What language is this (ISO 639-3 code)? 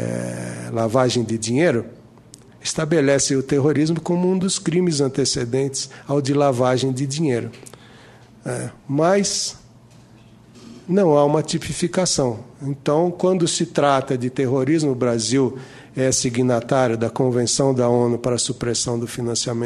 por